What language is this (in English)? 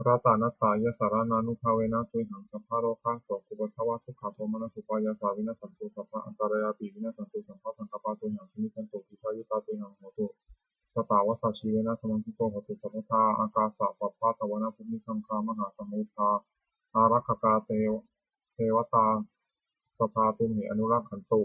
Pali